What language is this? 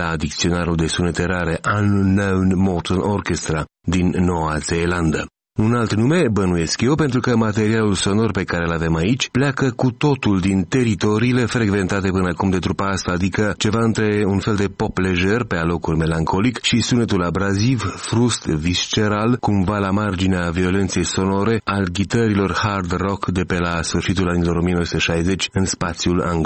Romanian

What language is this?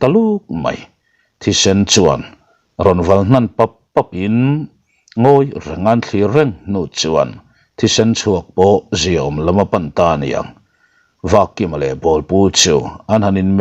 Mizo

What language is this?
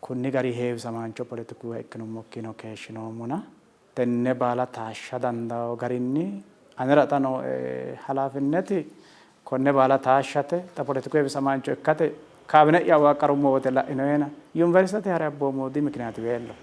Sidamo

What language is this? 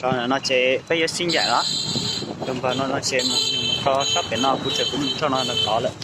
Hmong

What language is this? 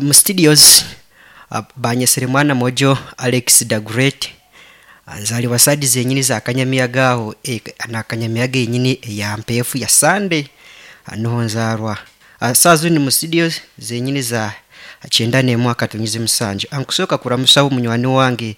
Nyankole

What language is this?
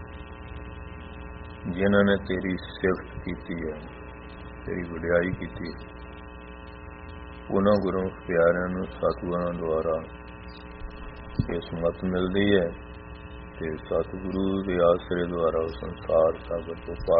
Punjabi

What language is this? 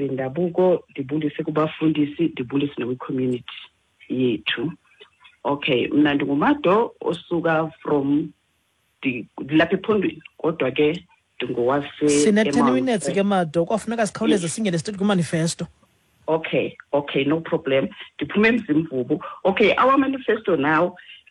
Xhosa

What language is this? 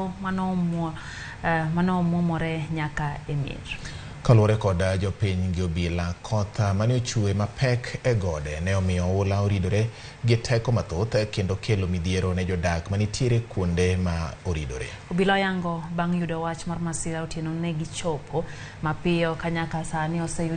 Luo (Kenya and Tanzania)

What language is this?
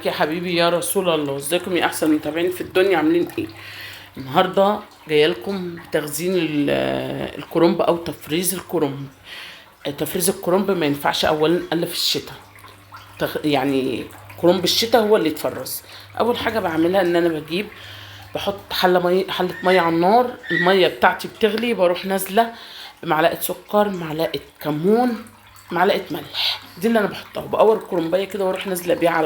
Egyptian Arabic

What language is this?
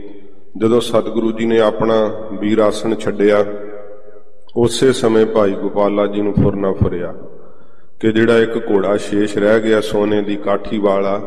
Punjabi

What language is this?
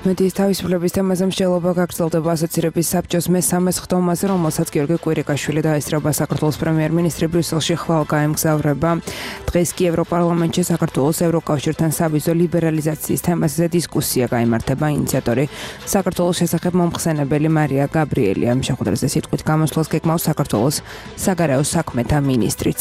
Georgian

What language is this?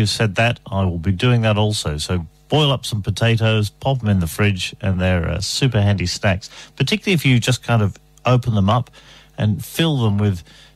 English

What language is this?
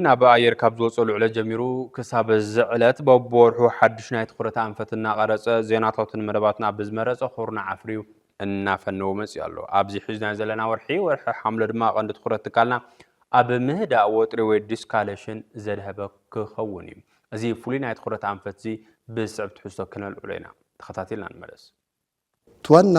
Tigrinya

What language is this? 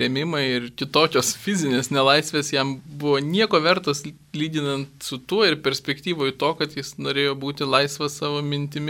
Lithuanian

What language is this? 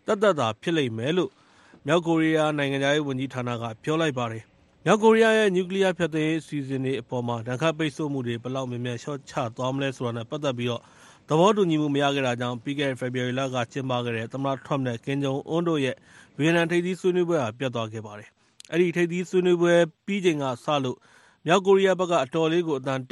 Burmese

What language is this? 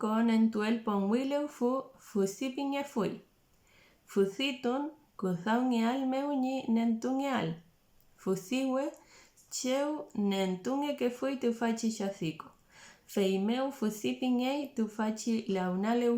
Mapuche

